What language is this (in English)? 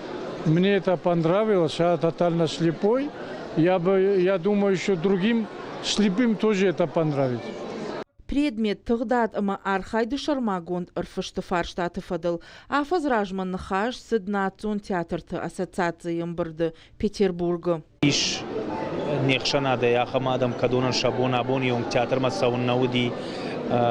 Ossetic